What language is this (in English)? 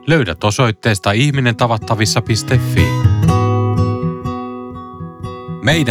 Finnish